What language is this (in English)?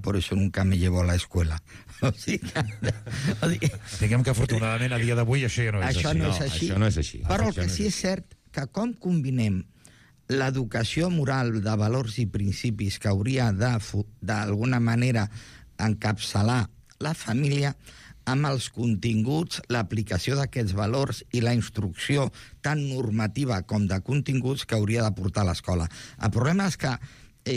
Catalan